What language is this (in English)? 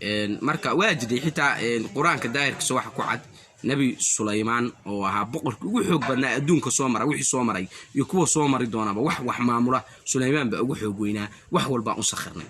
Somali